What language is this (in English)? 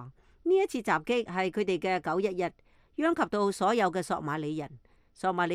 Cantonese